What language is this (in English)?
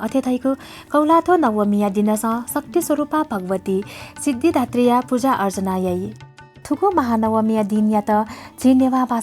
Newari